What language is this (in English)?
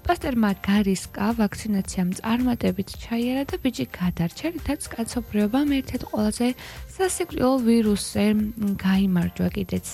Georgian